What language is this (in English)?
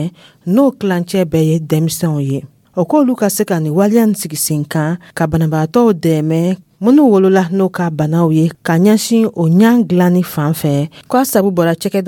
Dyula